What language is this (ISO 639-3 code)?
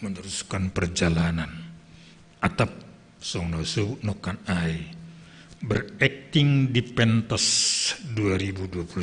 bts